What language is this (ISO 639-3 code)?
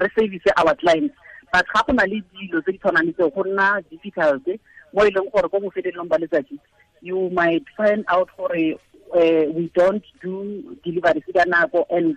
tsn